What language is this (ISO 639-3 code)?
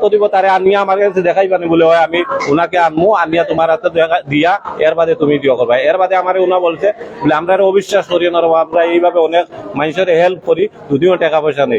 syl